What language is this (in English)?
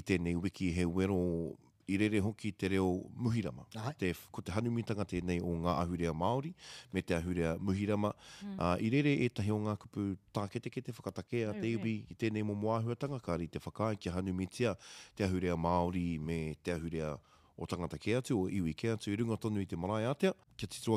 Māori